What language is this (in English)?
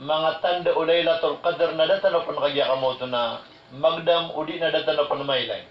Maranao